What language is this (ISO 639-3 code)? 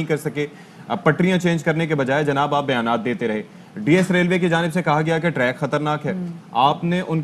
urd